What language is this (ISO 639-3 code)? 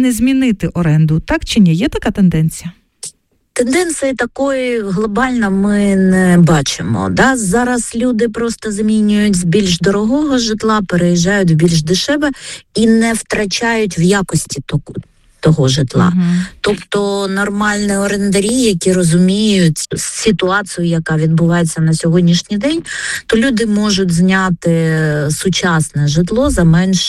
ukr